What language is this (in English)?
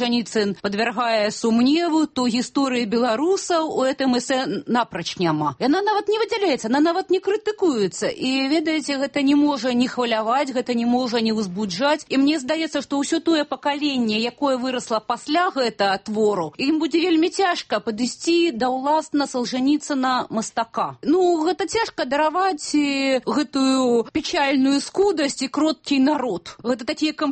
Belarusian